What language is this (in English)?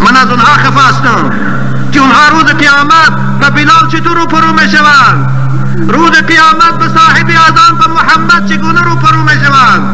Tajik